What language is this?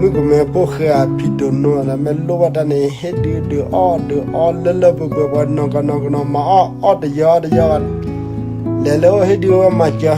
S'gaw Karen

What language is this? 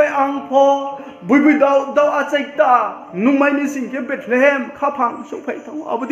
Riang (India)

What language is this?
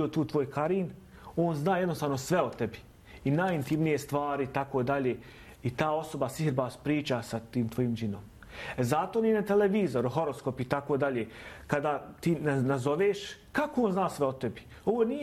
Bosnian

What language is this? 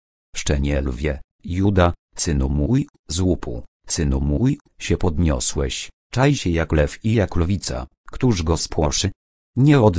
Polish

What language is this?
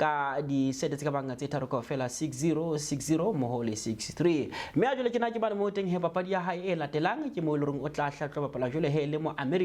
Southern Sotho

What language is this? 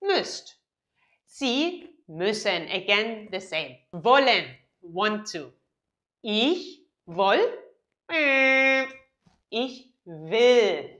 Oromo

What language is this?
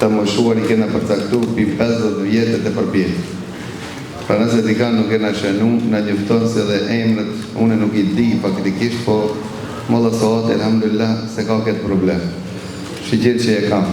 Albanian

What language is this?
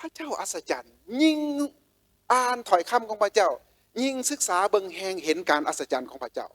Lao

